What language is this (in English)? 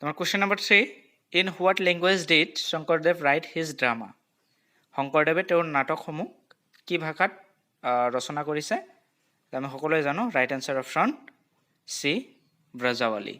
Assamese